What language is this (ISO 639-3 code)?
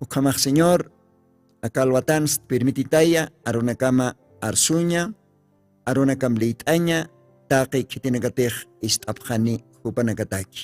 aym